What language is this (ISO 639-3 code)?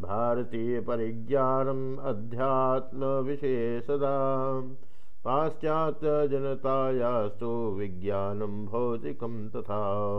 san